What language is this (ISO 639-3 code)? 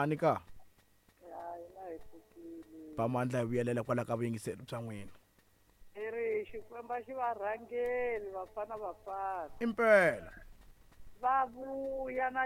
tso